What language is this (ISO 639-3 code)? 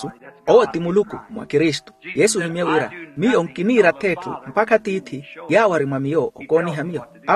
vmw